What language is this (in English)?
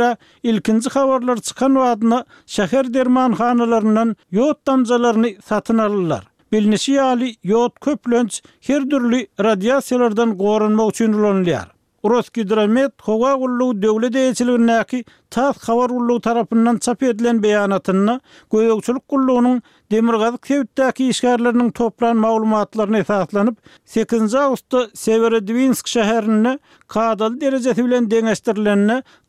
Turkmen